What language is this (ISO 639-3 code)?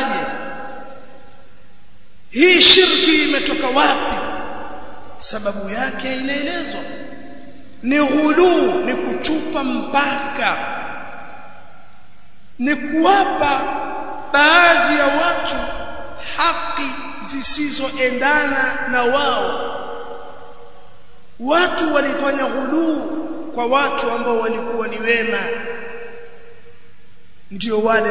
swa